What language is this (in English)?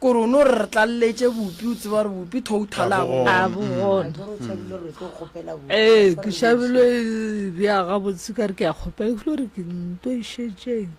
Northern Sotho